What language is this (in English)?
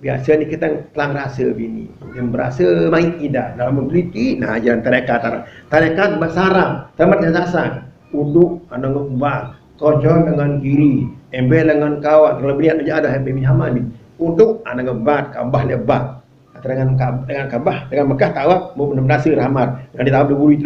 Sasak